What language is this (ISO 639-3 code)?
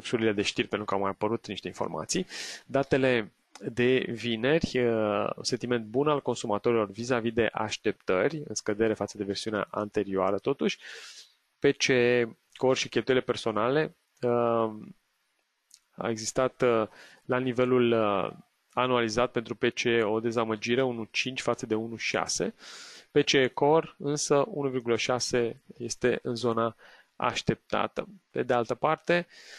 ron